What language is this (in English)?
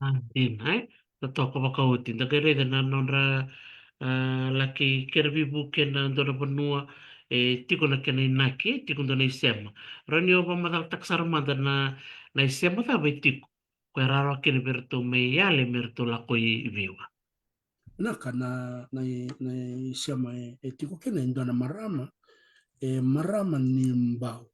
Fijian